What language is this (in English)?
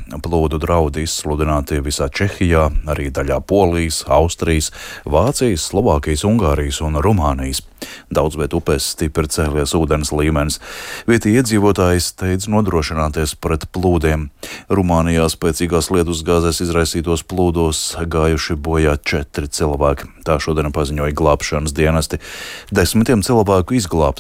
Latvian